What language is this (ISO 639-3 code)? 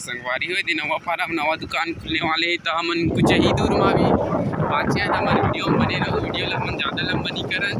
hne